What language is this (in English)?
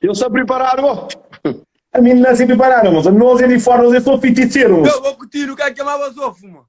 Kabuverdianu